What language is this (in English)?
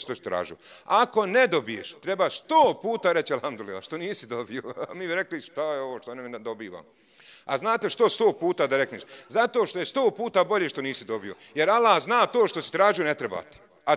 Bosnian